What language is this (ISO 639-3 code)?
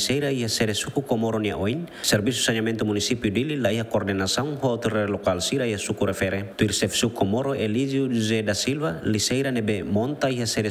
tet